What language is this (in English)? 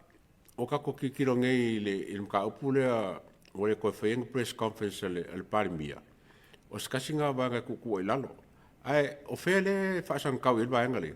Samoan